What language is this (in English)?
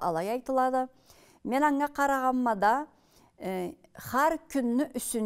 Karachay-Balkar